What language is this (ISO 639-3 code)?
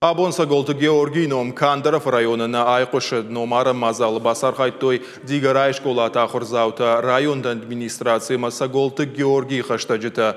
oss